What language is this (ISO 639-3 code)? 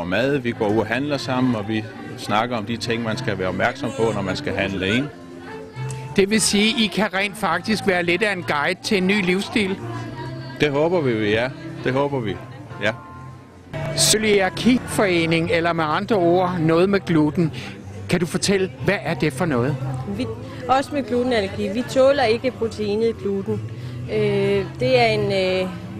dan